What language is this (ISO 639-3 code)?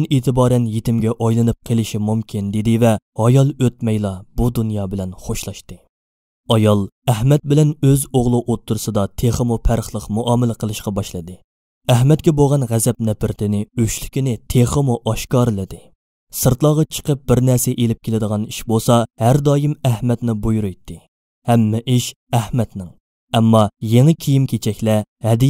uig